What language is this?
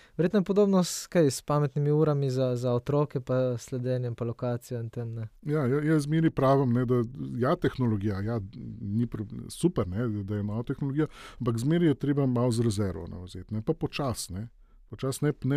Slovenian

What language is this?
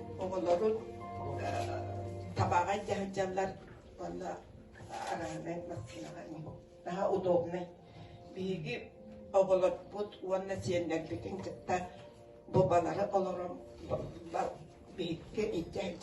Yakut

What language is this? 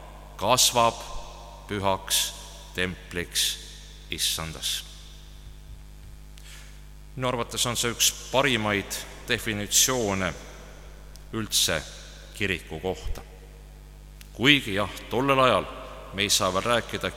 Estonian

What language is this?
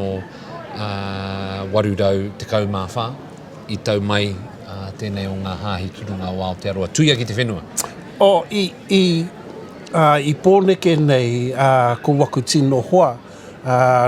Māori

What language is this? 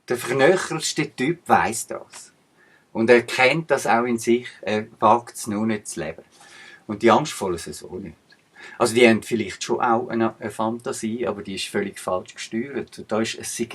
Swiss German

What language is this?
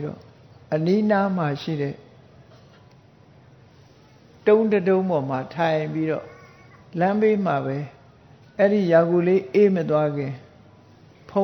Burmese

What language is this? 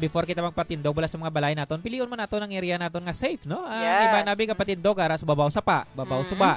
Hiligaynon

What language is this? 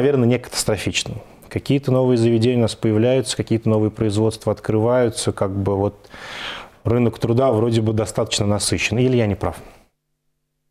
Russian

